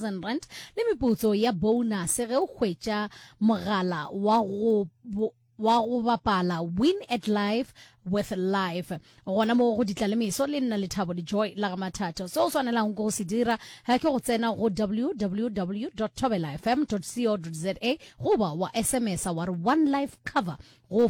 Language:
Northern Sotho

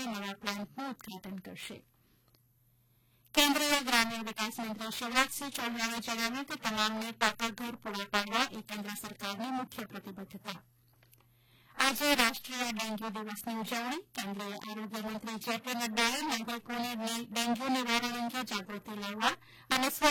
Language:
Gujarati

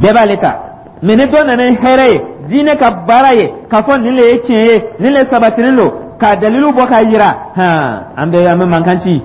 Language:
Dyula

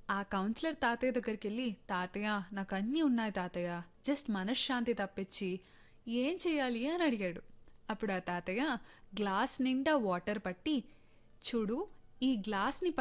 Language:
Telugu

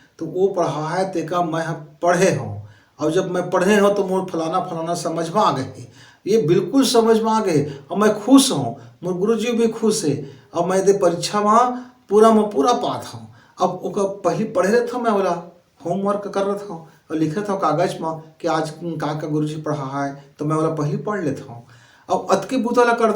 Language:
Chhattisgarhi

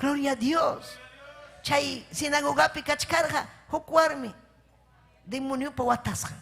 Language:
Ayacucho Quechua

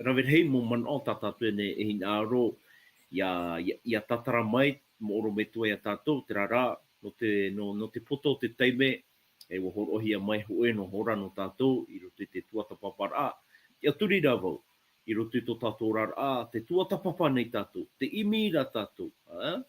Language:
Tahitian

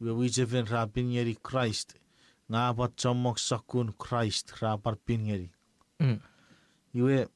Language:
Chuukese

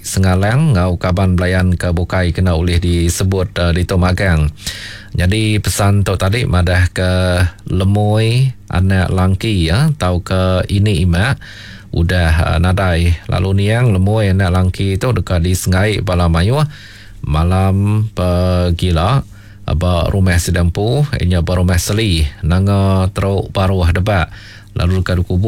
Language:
Iban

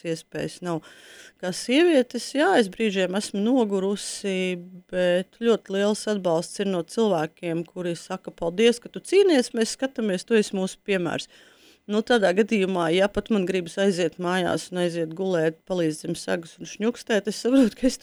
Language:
Latvian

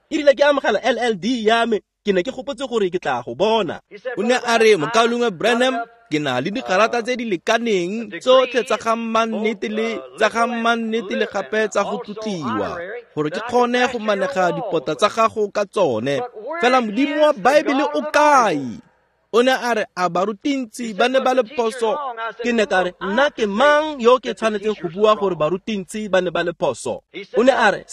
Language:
Tswana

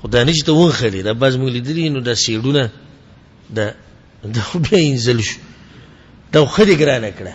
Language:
Pashto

